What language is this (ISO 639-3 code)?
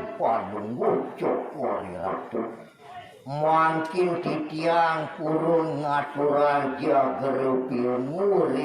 ban